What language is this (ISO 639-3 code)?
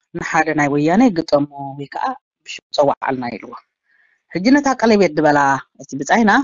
tir